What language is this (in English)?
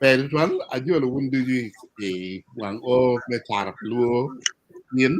Acoli